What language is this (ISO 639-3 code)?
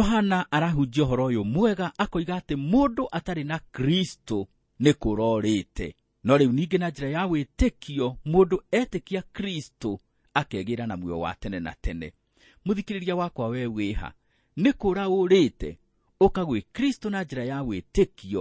kik